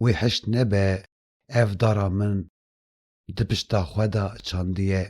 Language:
Kurdish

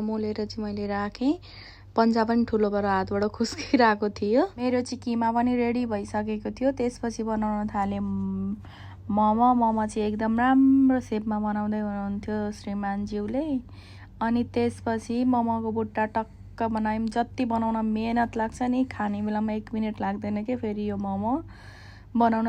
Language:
Nepali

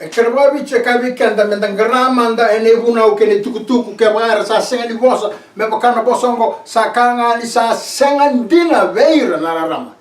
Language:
Fijian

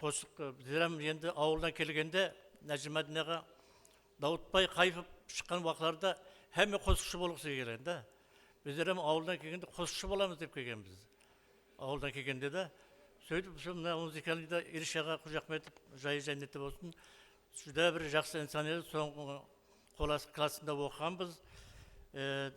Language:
Kara-Kalpak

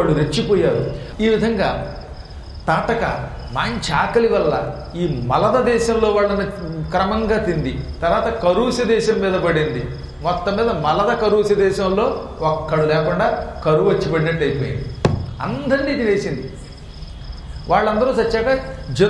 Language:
Telugu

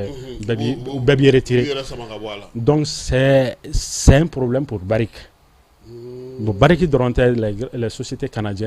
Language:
Bambara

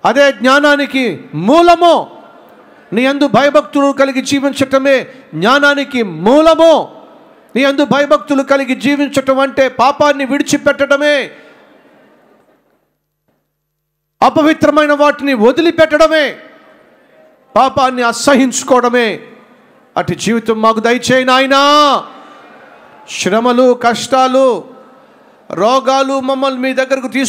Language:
Telugu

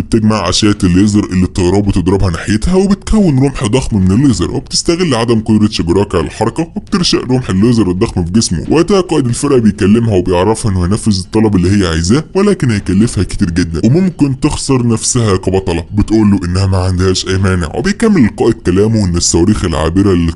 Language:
Egyptian Arabic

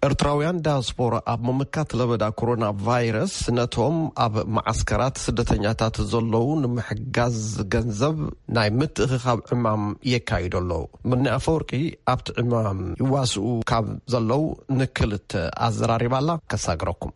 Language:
Tigrinya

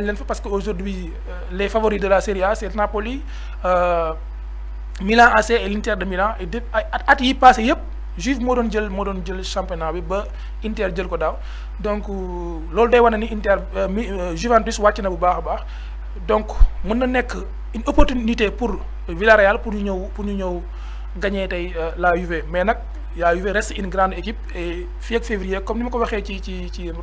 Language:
Wolof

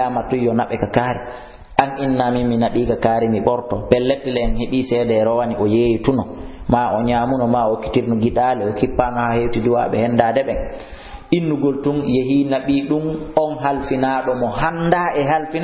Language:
Fula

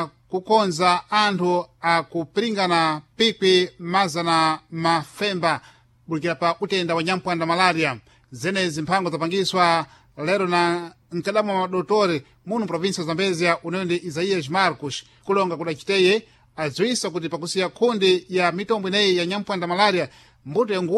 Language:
Sena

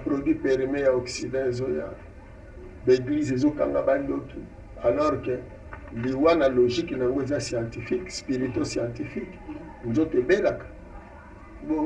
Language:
Lingala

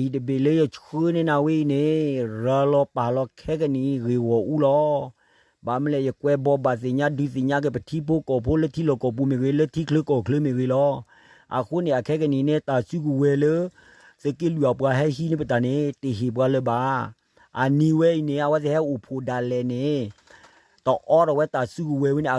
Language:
S'gaw Karen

